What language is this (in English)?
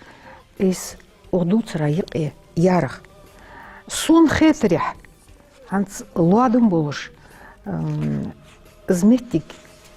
Ingush